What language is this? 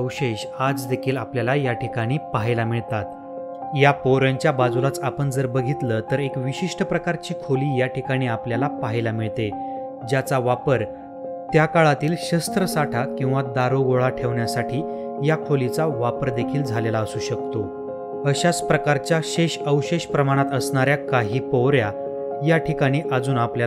Marathi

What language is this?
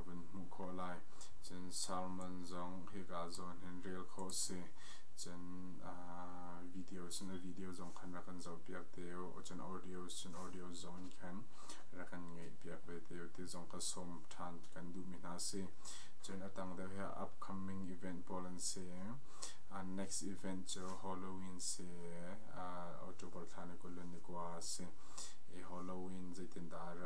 Hakha Chin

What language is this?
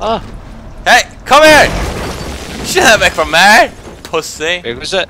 Faroese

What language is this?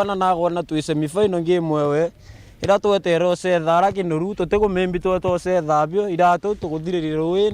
Meru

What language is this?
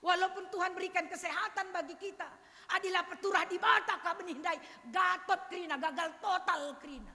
Batak Karo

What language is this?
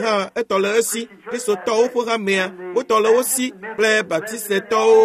Ewe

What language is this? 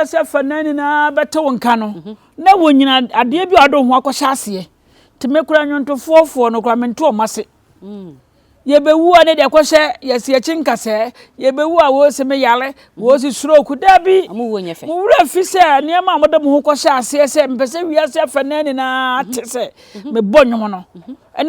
Akan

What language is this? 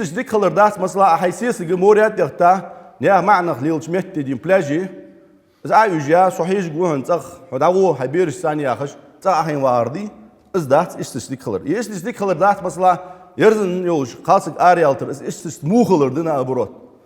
Ingush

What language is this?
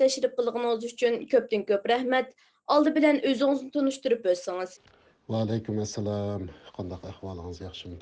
Uyghur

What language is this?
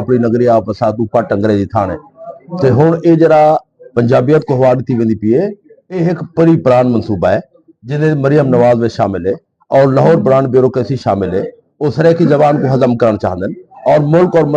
Saraiki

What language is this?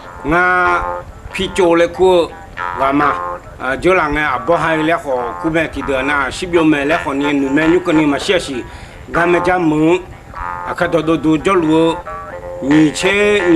Akha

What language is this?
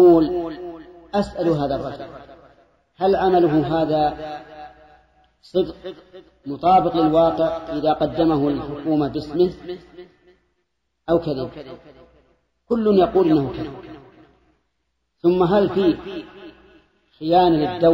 Arabic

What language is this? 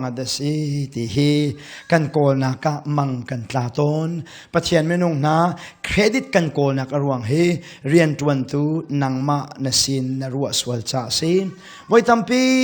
Hakha Chin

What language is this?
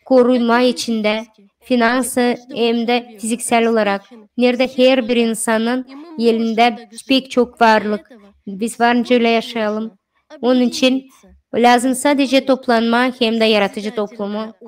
Gagauz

